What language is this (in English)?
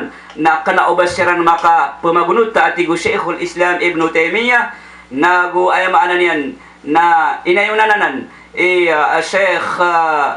Maranao